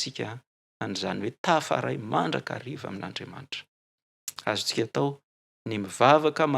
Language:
Malagasy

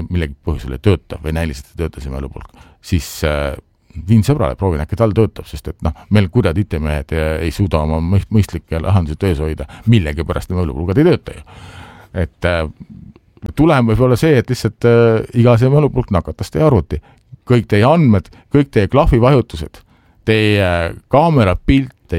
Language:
Estonian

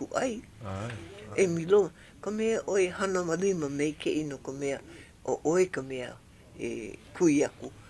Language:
Hawaiian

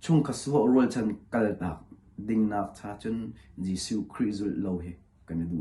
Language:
Hakha Chin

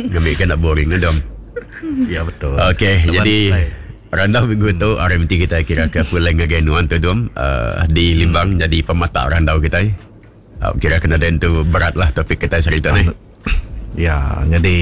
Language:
Iban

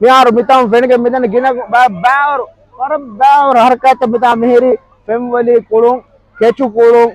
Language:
Divehi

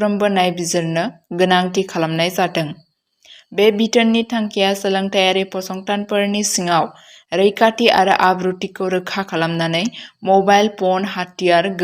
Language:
Bodo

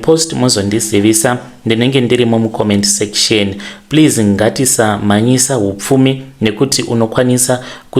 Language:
Shona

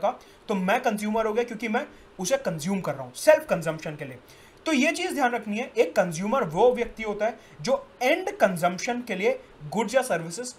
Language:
Hindi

